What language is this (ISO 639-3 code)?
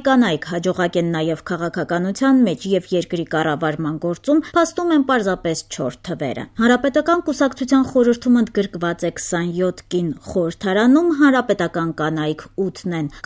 hye